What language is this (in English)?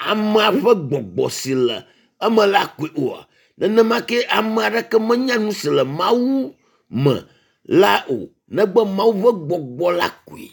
Ewe